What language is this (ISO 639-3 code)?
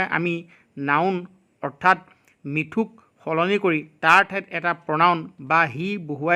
asm